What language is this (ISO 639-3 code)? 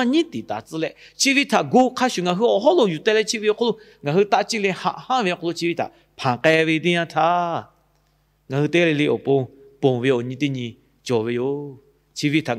lhu